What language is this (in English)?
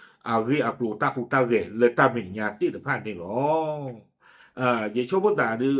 S'gaw Karen